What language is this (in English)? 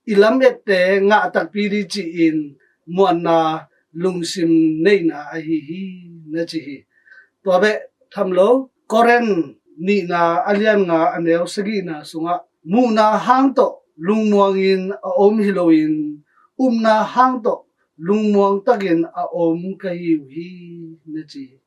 Tedim Chin